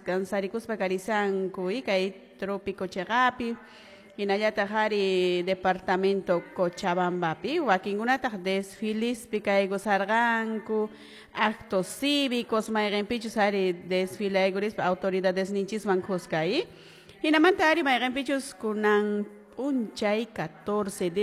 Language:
Quechua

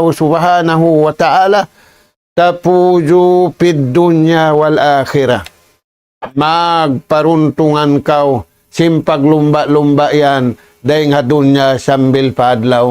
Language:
Tausug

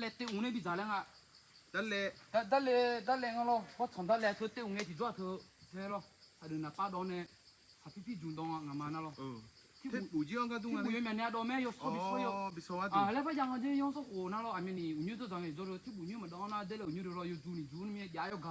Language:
Akha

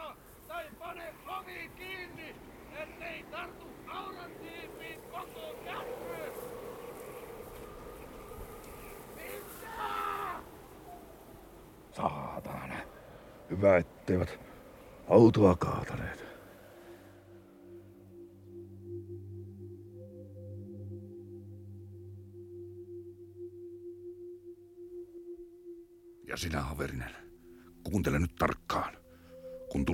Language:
Finnish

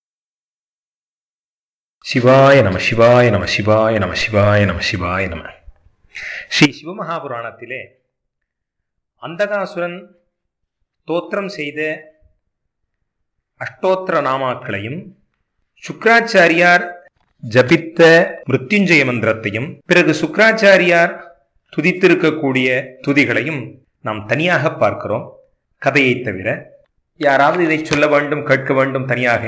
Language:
Tamil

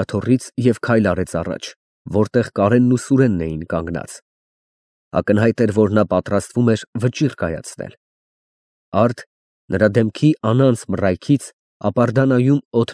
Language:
Armenian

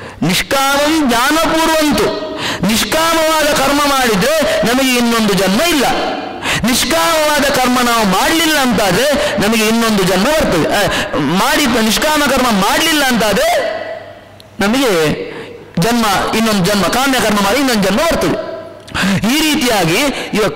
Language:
Kannada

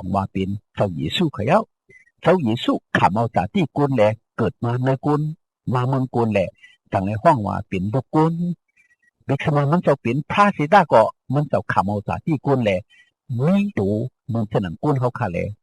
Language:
Shan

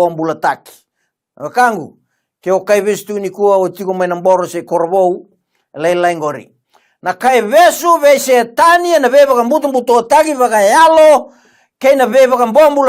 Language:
Fijian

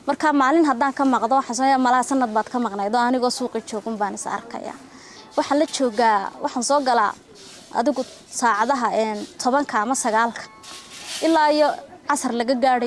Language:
Somali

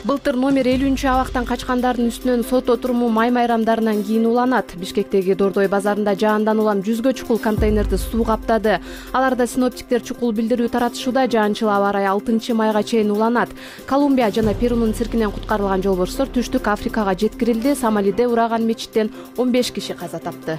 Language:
Kyrgyz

